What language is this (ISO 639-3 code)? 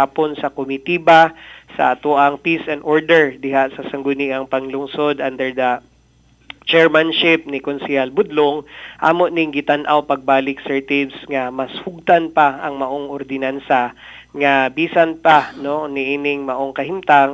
ceb